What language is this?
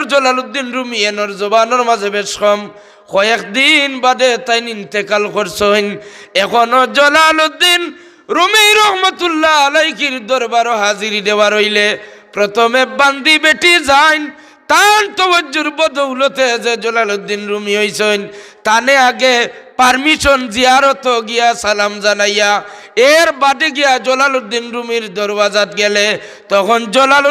Sylheti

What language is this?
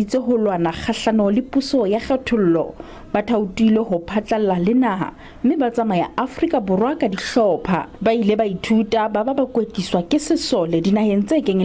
Southern Sotho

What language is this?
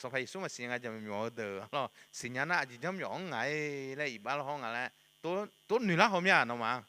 Akha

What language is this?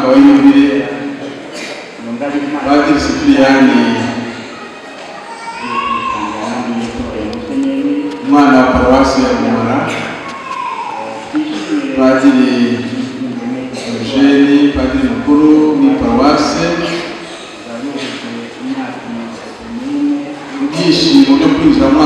Kinyarwanda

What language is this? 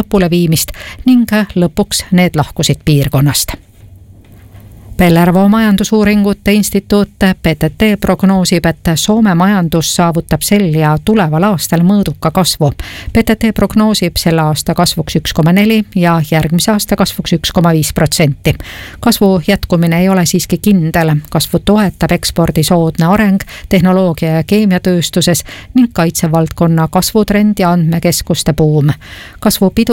Estonian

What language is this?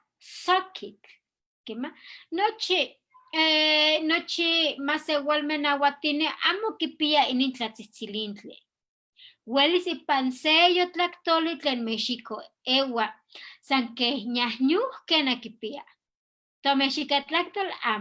Eastern Huasteca Nahuatl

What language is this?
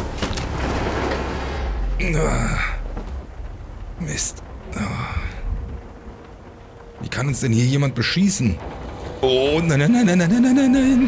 German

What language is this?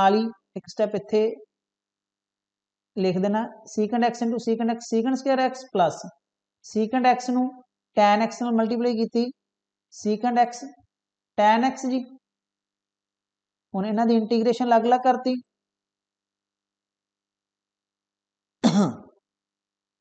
Punjabi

